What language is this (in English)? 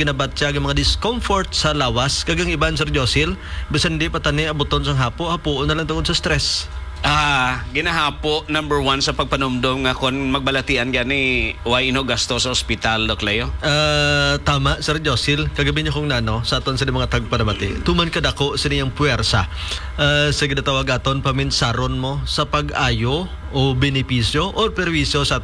Hiligaynon